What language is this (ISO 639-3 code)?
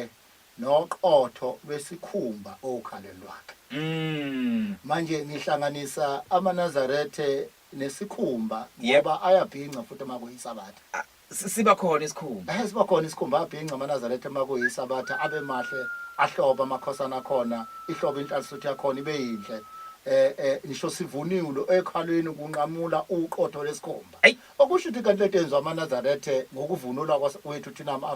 zul